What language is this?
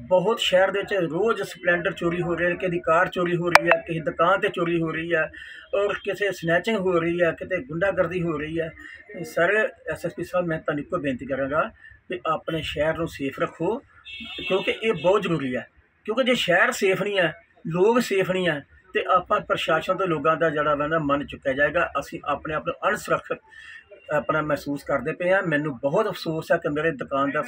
Punjabi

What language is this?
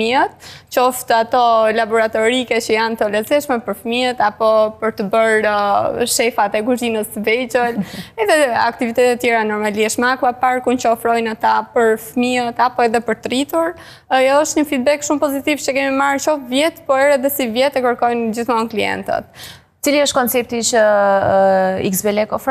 Albanian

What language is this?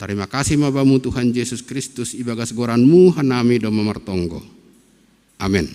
Batak Simalungun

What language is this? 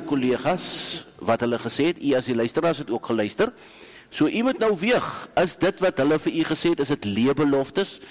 Afrikaans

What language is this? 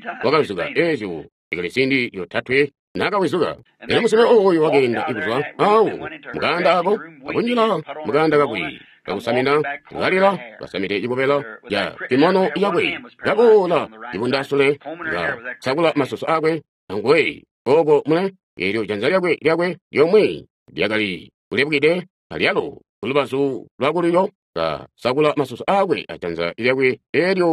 Tonga (Zambia)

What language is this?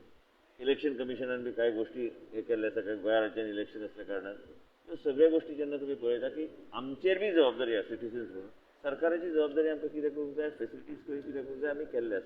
Konkani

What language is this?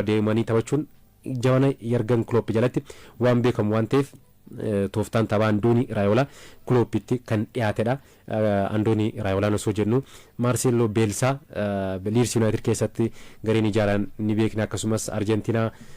Oromo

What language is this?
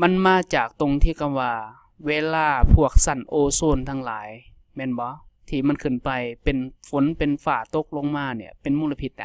Lao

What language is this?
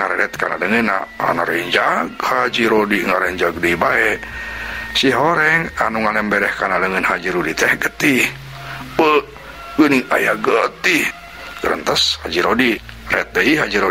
Sundanese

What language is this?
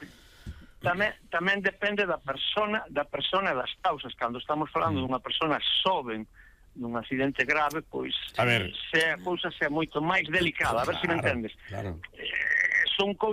Galician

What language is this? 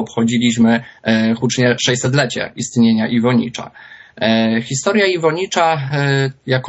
Polish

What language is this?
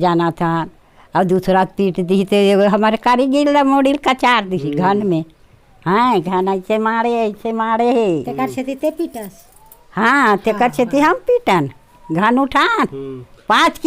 Chhattisgarhi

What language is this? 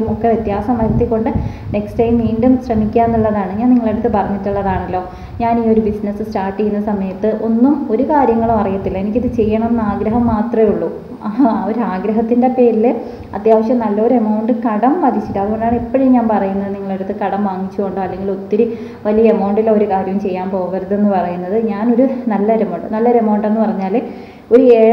Malayalam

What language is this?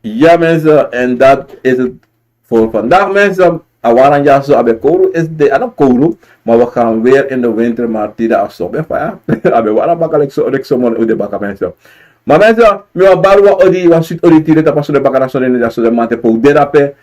Sranan Tongo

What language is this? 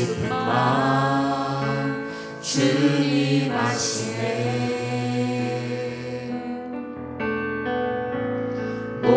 Korean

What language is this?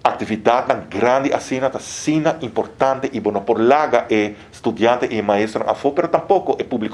Papiamento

